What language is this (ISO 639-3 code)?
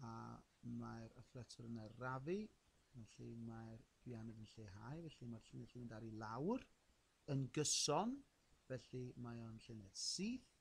cym